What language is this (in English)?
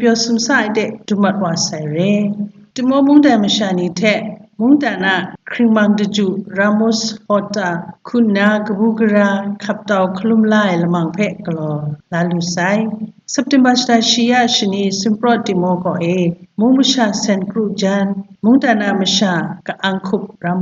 Kachin